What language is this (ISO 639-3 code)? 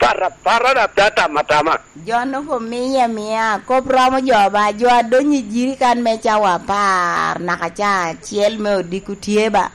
laj